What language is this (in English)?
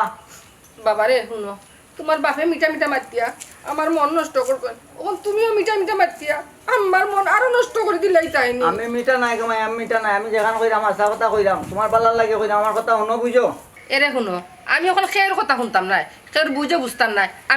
Sylheti